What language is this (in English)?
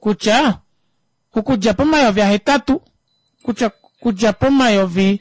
Kuanyama